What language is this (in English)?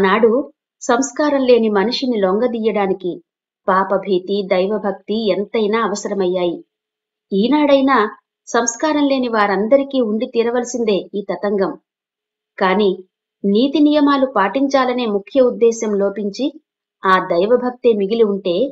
Telugu